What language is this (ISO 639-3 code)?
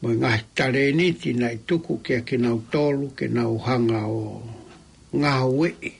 ton